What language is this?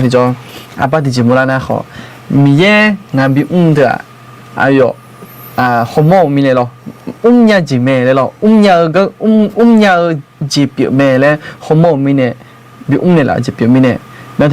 Akha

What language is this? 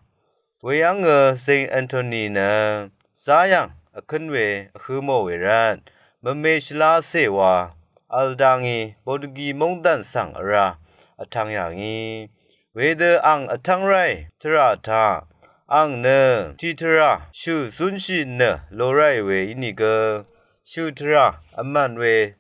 Rawang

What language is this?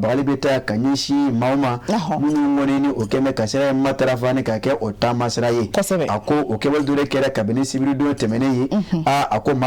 Bambara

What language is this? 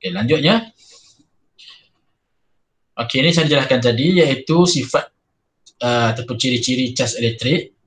Malay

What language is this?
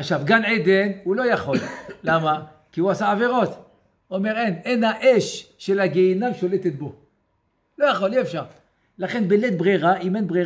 Hebrew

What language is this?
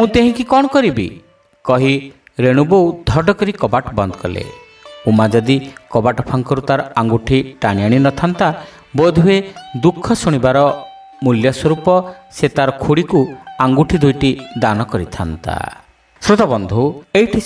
Odia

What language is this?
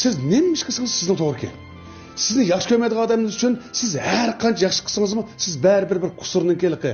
Uyghur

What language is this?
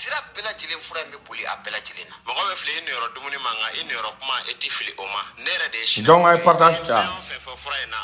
Bambara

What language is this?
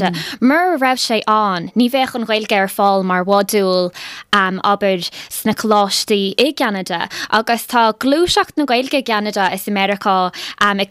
Irish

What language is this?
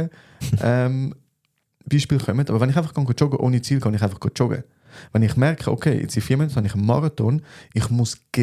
Swiss German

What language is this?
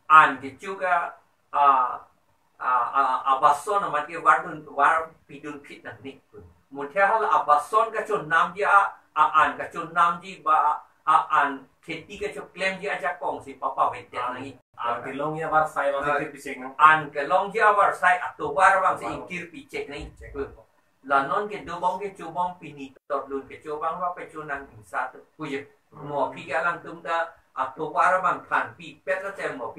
Karbi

